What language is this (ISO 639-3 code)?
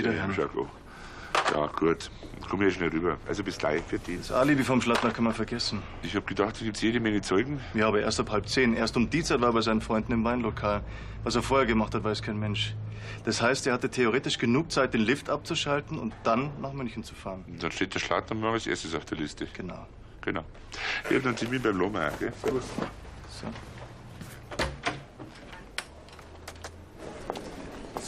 deu